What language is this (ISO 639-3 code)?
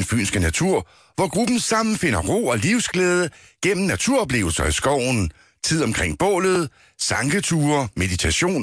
dan